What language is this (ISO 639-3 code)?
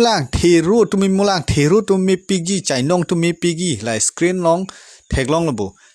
mjw